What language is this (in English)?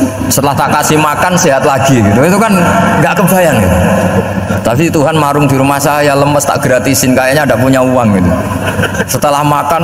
Indonesian